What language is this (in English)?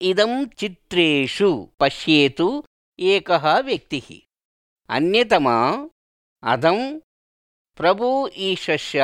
Sanskrit